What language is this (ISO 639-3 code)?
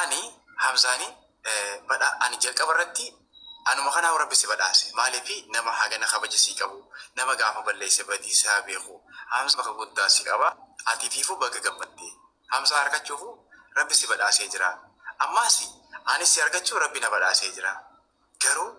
orm